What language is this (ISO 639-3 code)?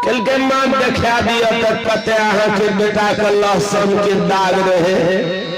mai